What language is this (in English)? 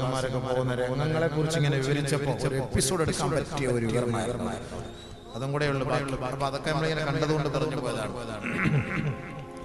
Malayalam